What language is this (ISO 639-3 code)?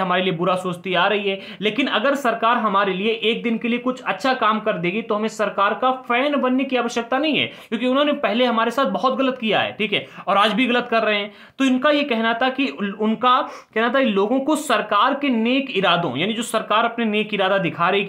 hin